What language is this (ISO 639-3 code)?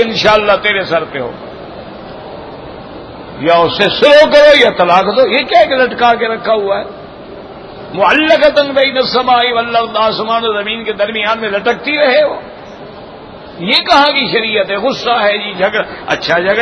urd